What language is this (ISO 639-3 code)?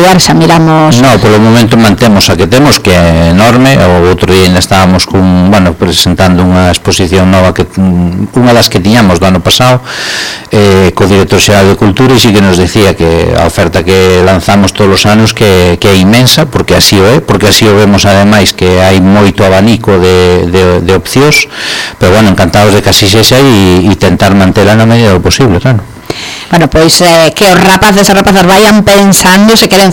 glg